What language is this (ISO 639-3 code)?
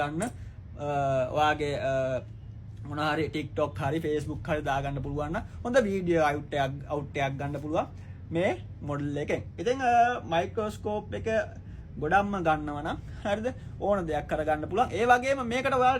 sin